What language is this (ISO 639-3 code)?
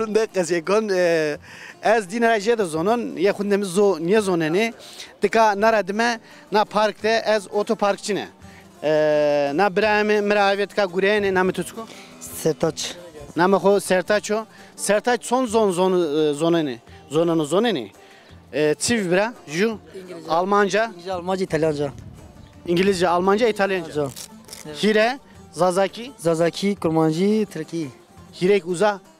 zza